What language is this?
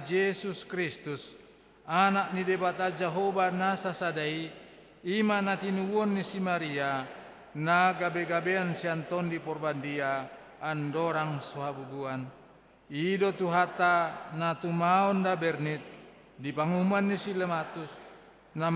Batak Toba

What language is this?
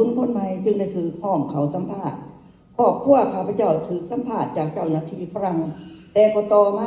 Lao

